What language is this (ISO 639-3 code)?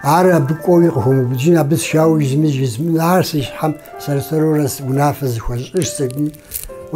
kbd